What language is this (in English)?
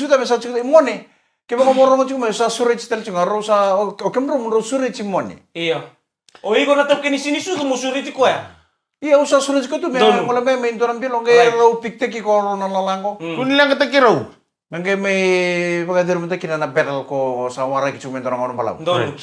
Fijian